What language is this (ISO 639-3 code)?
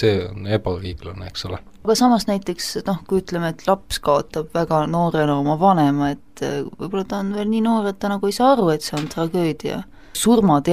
est